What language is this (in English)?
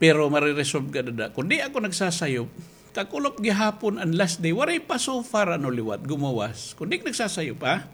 Waray